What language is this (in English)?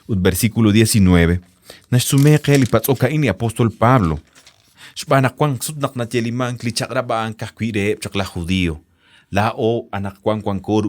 Kekchí